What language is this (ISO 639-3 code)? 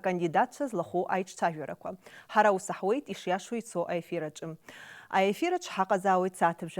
abk